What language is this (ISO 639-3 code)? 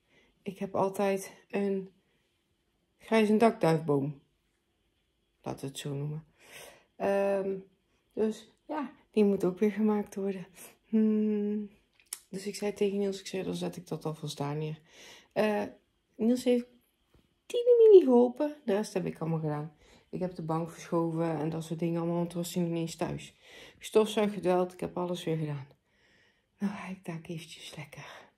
nld